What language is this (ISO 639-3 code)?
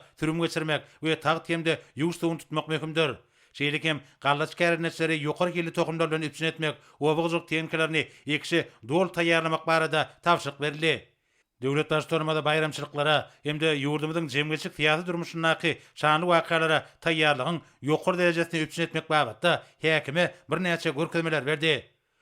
tuk